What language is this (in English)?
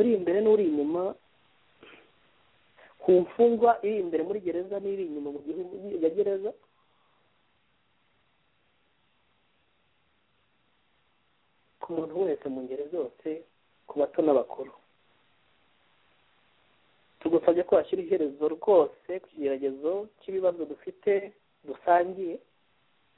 Kinyarwanda